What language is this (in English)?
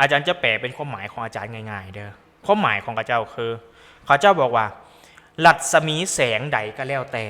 Lao